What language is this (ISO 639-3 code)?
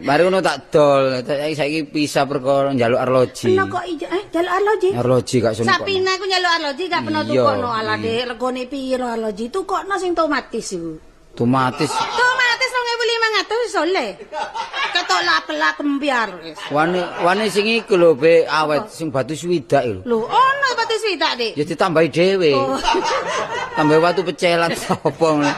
jav